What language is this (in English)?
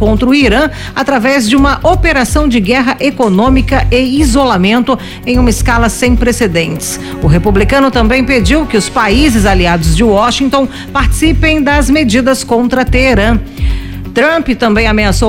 Portuguese